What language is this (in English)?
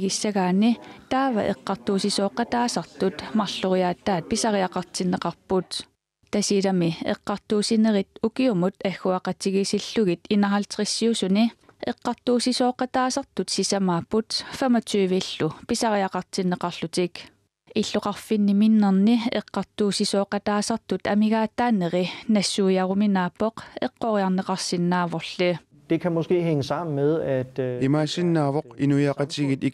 Kalaallisut